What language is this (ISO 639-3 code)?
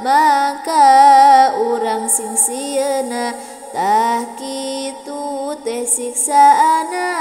sun